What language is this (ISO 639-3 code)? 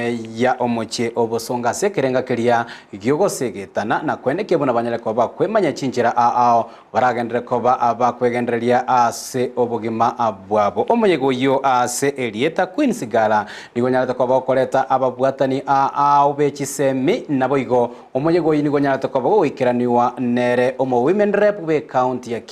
guz